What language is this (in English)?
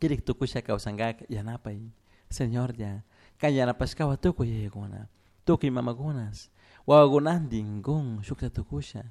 Chimborazo Highland Quichua